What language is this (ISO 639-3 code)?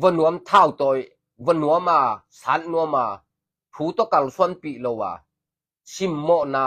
ctd